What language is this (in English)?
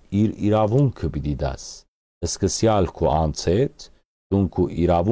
Western Armenian